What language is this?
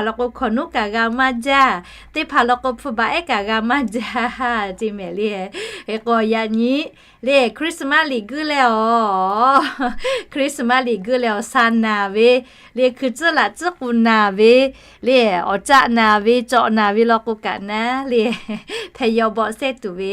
Lahu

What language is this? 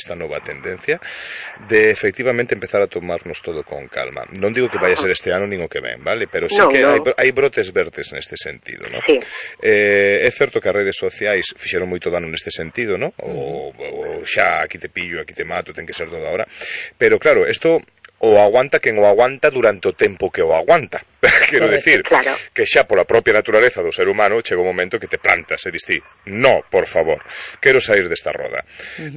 Galician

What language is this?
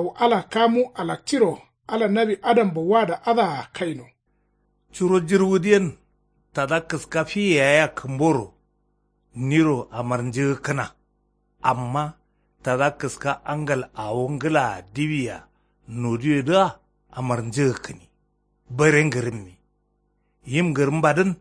Kanuri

